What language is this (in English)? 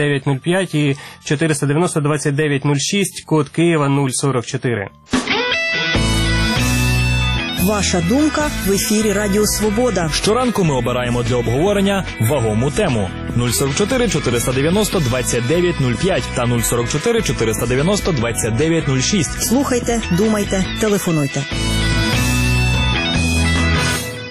Ukrainian